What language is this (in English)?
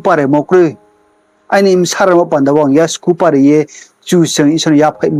Riang (India)